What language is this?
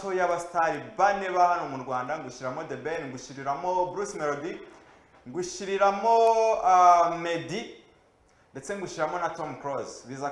Kinyarwanda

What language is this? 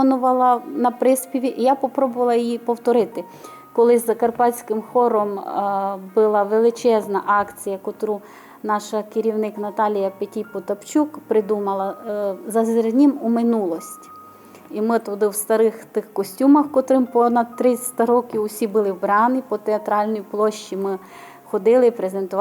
Rusyn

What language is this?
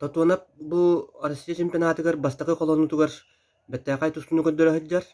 Yakut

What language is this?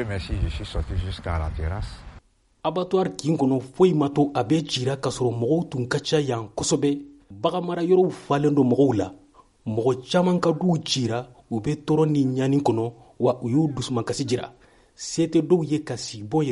Bambara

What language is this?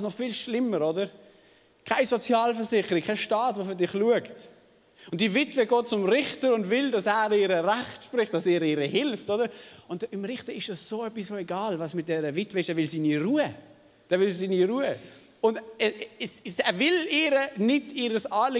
Swiss German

